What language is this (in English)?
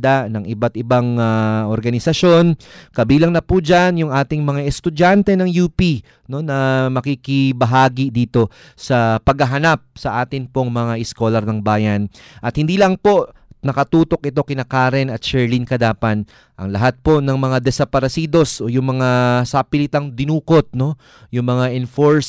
Filipino